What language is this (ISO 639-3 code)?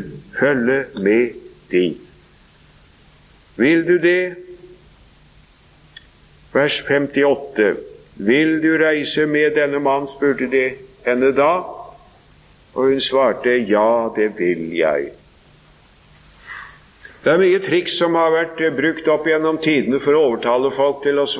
nor